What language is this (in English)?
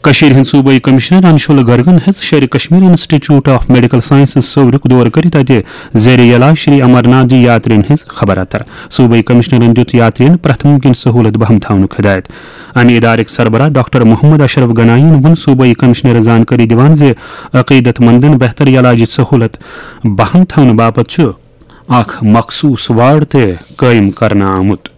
Kashmiri